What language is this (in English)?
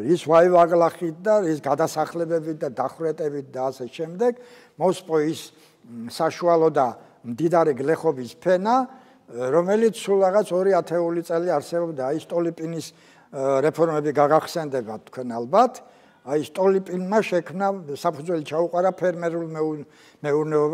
Georgian